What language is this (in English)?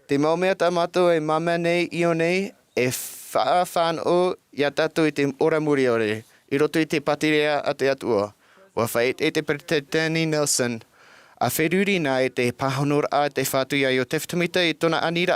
Tahitian